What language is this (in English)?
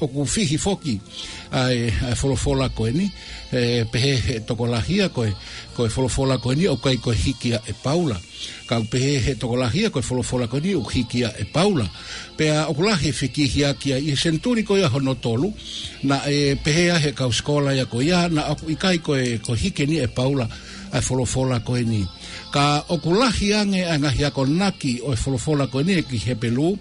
Tongan